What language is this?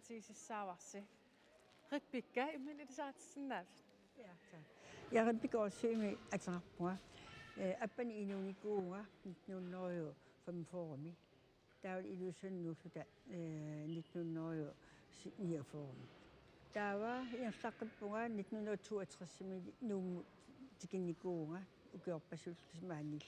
Kalaallisut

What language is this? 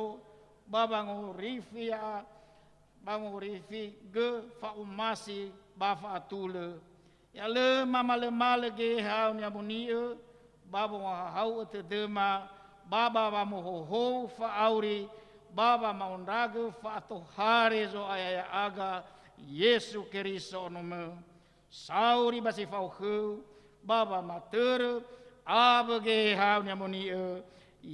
Nias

